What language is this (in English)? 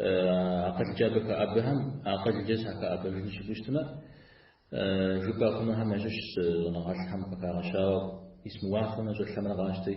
Kabardian